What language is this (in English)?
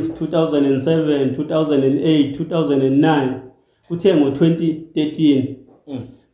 Zulu